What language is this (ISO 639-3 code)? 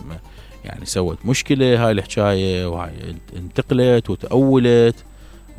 acm